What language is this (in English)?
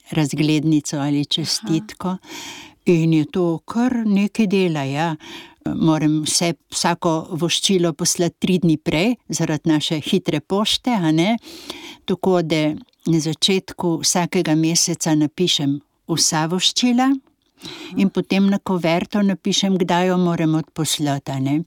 Slovenian